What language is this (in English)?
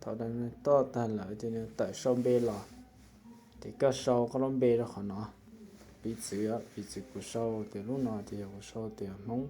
Hmong